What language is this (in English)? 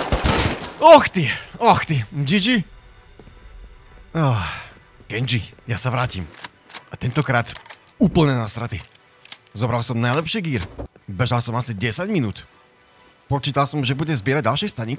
Slovak